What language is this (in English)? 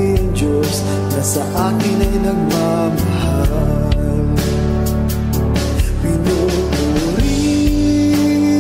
Filipino